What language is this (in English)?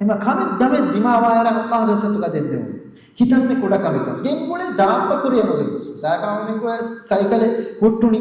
Divehi